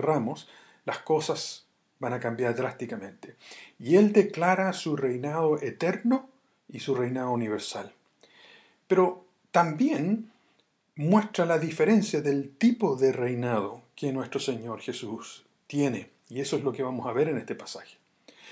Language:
Spanish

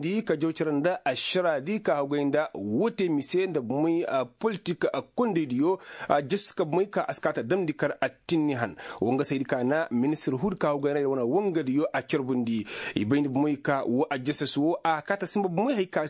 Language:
Koyraboro Senni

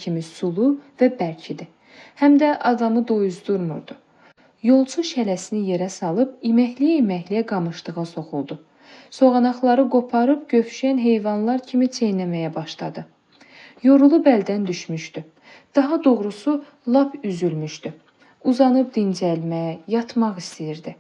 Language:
Azerbaijani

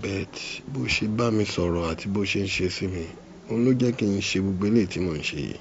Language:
Yoruba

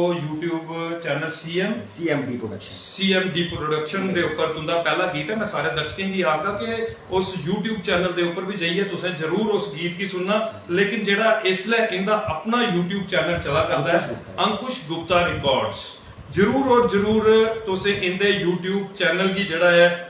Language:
Dogri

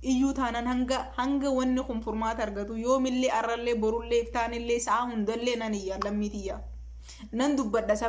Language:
Oromo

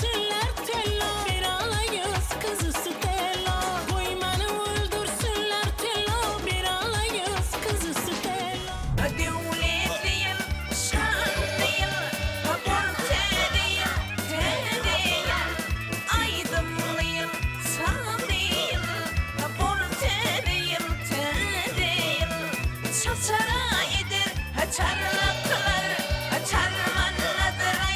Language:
Turkmen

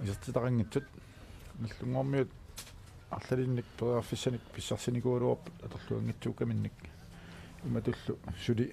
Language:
Kalaallisut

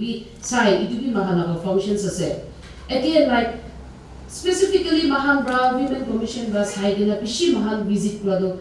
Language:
Naga Pidgin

